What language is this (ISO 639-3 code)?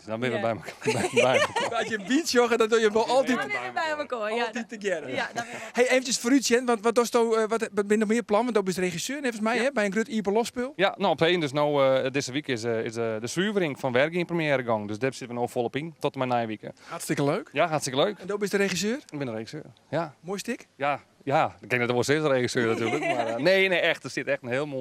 fry